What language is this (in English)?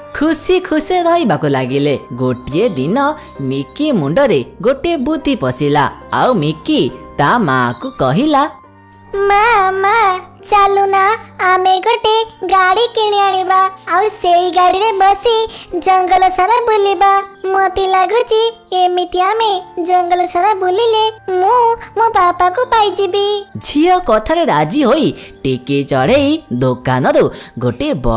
Odia